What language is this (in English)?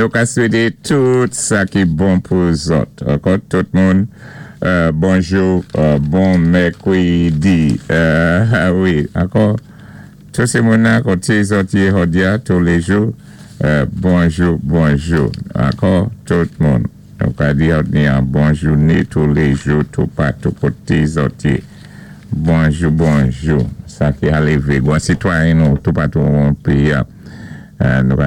Saint Lucian Creole French